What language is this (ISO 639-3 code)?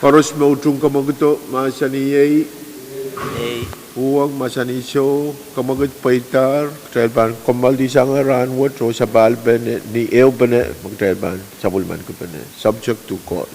pon